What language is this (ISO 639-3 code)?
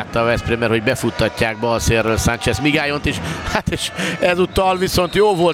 hun